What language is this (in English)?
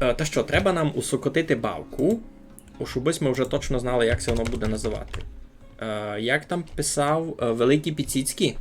Rusyn